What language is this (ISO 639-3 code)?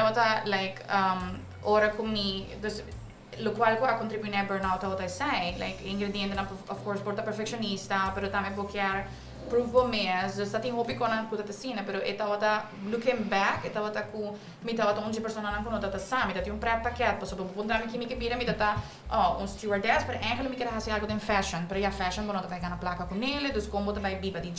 pap